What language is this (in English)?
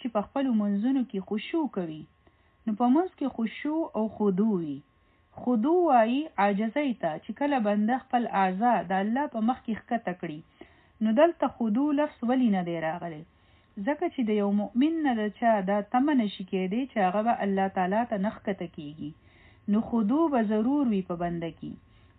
Pashto